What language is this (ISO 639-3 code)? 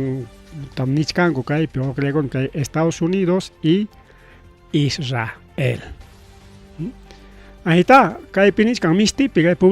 quy